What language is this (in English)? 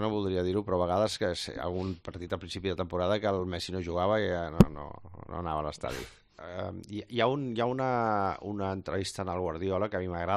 Catalan